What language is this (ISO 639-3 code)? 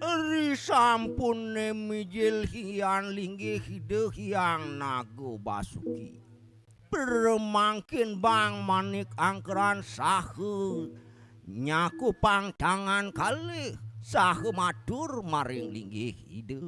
ban